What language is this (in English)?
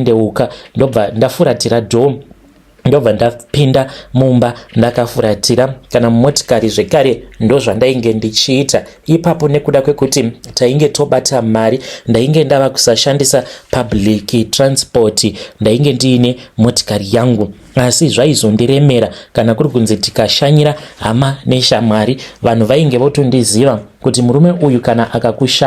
Shona